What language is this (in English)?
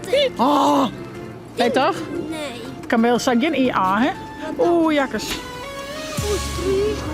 Western Frisian